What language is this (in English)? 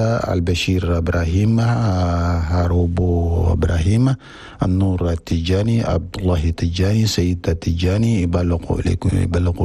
Chadian Arabic